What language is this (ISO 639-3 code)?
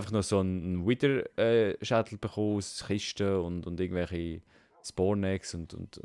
gsw